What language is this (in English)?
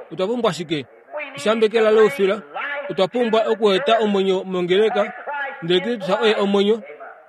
Kuanyama